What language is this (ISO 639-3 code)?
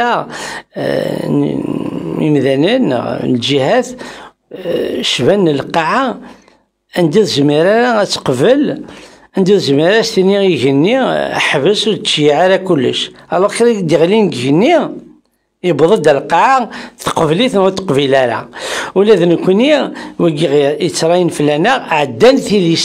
kab